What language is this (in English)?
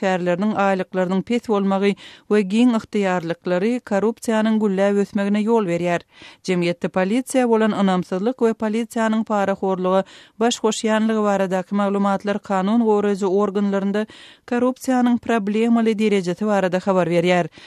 Turkmen